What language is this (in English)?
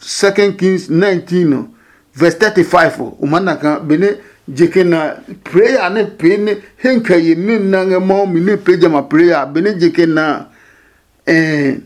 Adangme